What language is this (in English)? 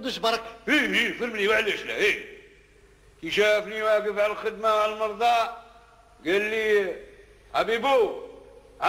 Algerian Arabic